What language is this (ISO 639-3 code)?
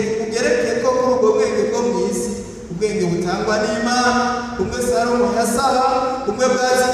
run